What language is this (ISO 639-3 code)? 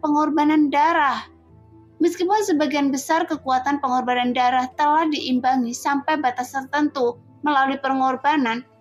ind